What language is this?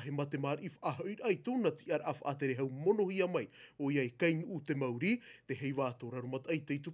Tahitian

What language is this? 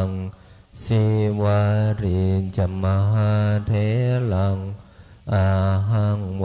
Pali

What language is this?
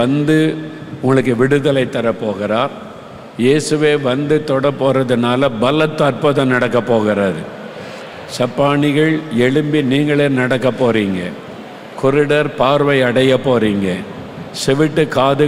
Tamil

